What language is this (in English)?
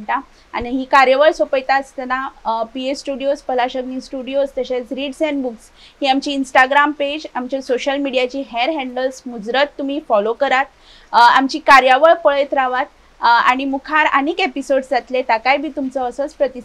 Konkani